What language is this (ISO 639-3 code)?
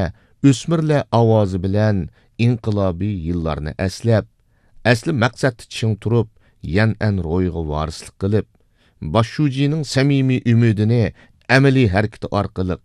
uig